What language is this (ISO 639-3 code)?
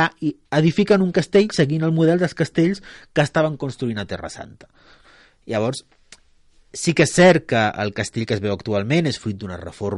cat